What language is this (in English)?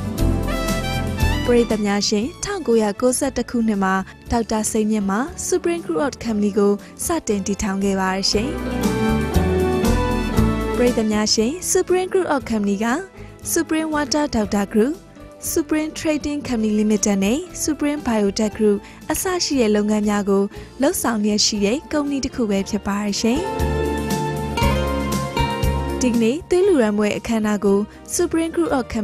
Burmese